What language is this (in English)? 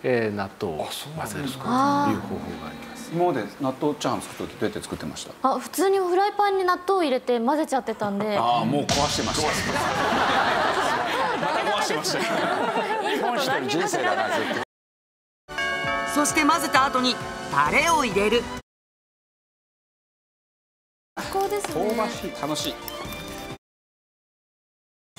Japanese